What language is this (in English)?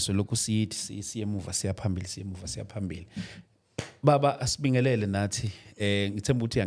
Zulu